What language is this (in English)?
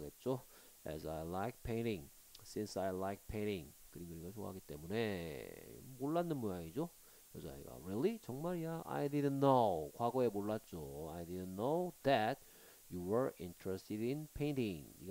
Korean